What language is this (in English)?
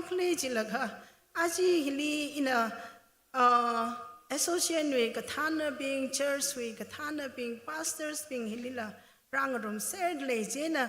Tangkhul Naga (India)